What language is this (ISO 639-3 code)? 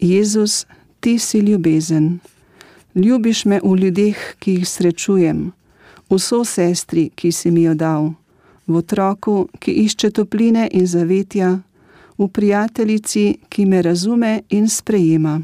slv